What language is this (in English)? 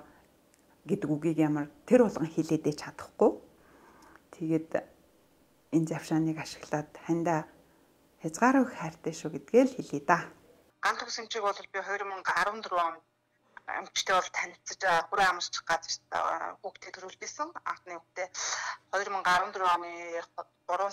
Mongolian